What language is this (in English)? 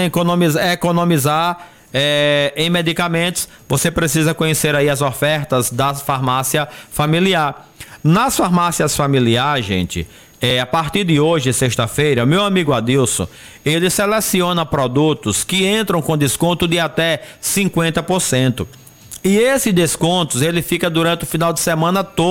Portuguese